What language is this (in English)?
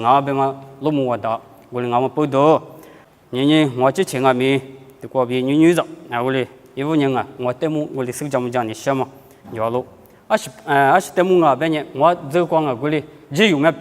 Lisu